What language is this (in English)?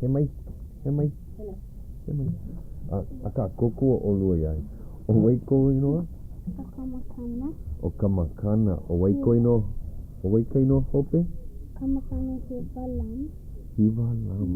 Hawaiian